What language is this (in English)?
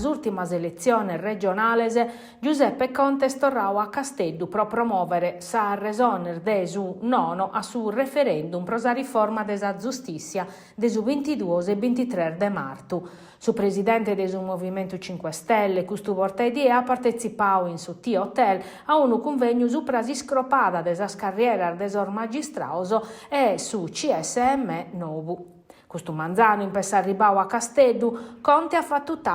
Sardinian